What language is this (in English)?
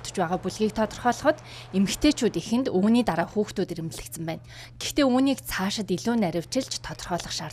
Mongolian